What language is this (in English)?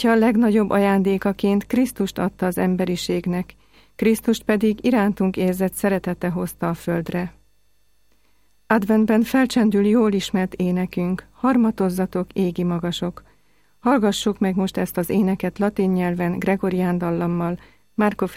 Hungarian